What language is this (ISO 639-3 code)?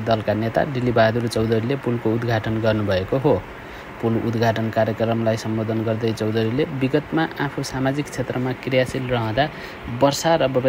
nep